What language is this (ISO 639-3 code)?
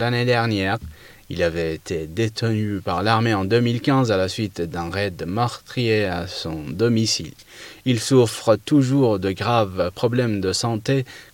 fra